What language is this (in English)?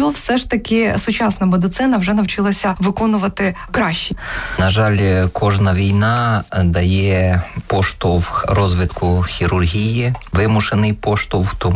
Ukrainian